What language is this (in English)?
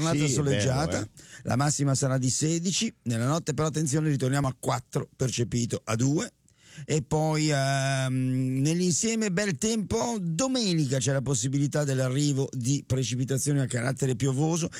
Italian